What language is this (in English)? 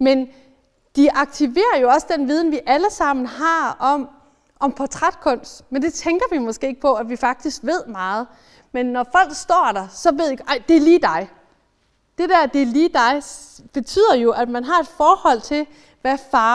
Danish